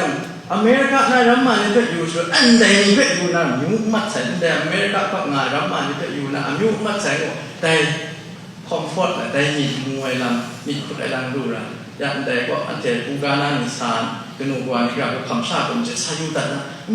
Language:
Kachin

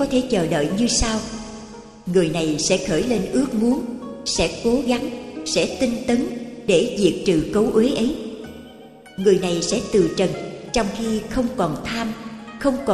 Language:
Vietnamese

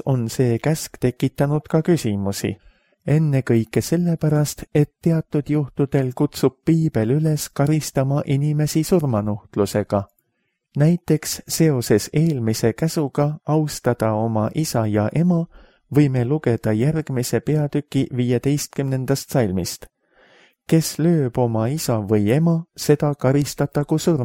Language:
Estonian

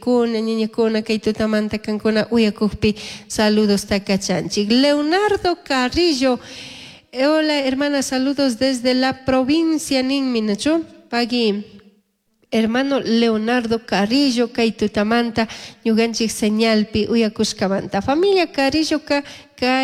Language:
Chimborazo Highland Quichua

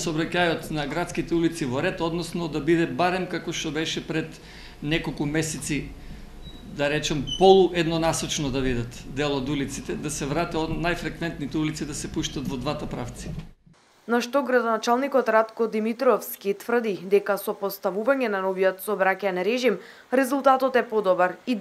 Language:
Macedonian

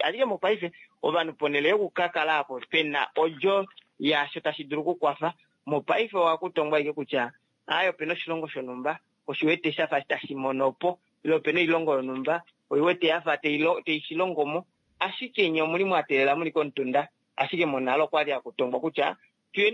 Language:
Kuanyama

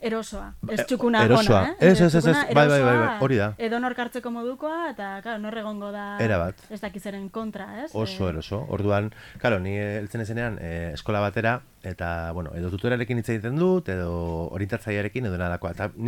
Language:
Basque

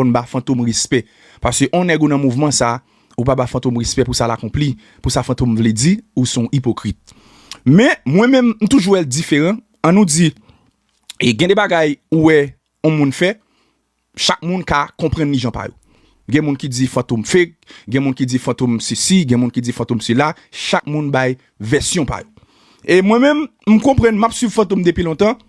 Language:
Haitian Creole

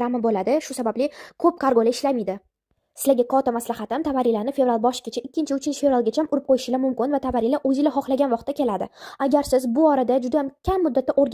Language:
Uzbek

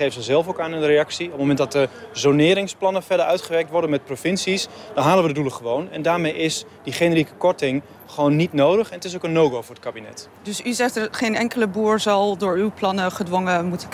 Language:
Dutch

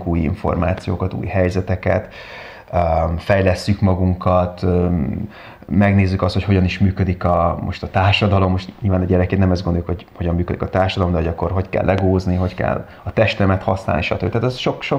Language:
Hungarian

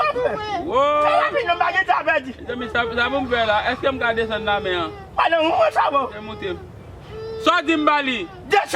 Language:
Haitian Creole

